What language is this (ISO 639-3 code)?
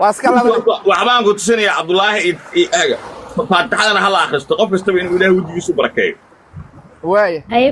som